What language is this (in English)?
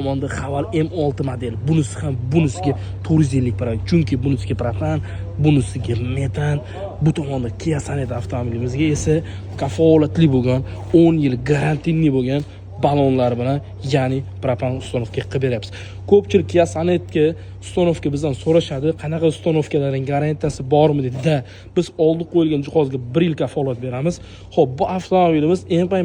Uzbek